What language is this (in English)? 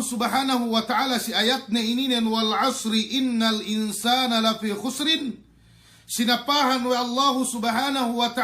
Yakan